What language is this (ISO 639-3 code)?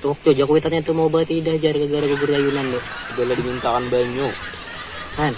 bjn